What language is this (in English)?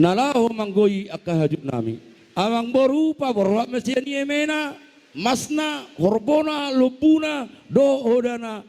Batak Toba